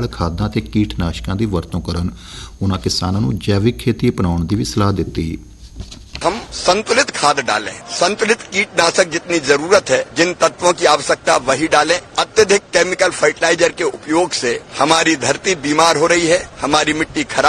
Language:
Punjabi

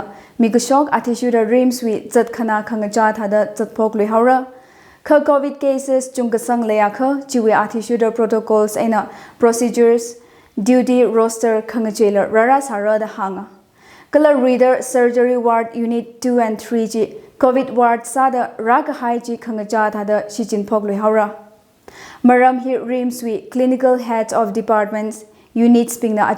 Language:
Tangkhul Naga (India)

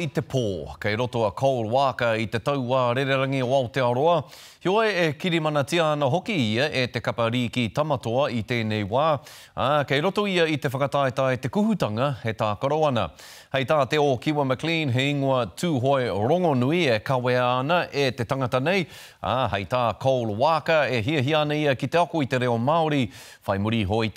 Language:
Māori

